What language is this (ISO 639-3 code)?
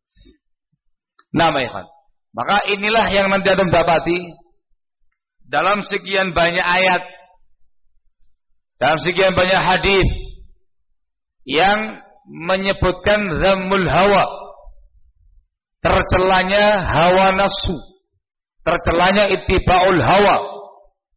ind